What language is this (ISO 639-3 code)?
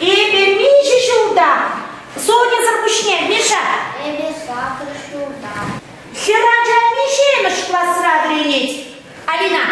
chv